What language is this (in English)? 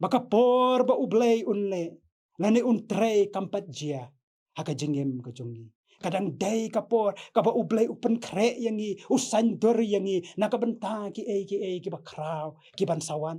Khasi